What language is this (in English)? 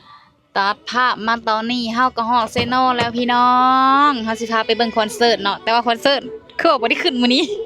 Lao